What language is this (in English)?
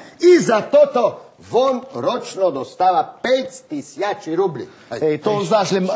Rusyn